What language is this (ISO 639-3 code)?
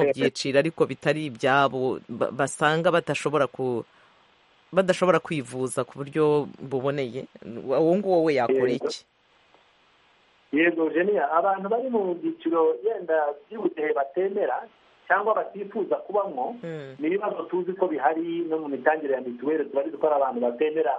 kin